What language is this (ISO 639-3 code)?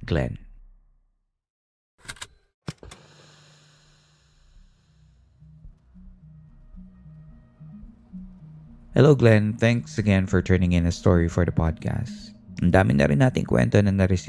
fil